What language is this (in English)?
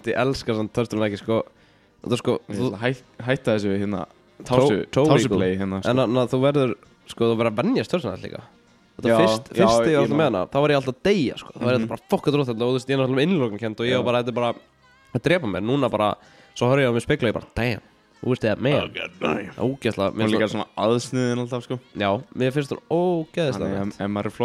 Icelandic